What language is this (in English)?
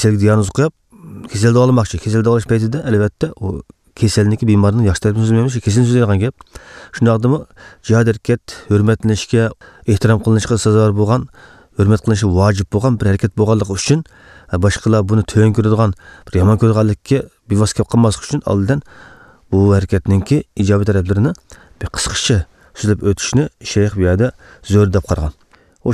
Uyghur